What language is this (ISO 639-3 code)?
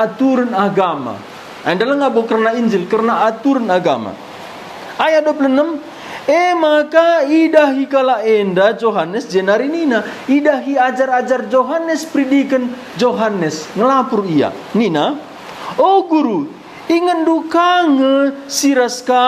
btx